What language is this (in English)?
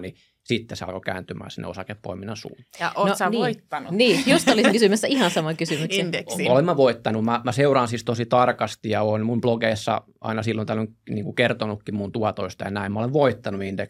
Finnish